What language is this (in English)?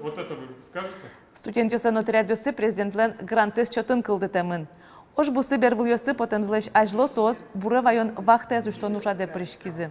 Udmurt